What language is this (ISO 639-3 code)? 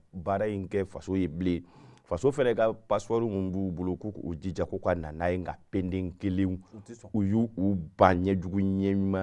bam